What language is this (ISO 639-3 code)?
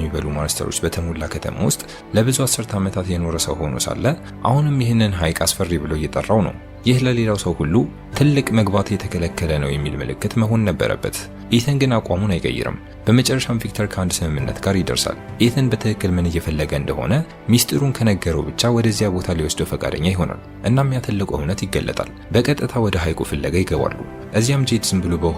amh